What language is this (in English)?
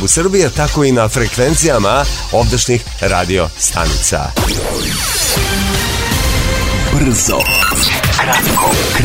Serbian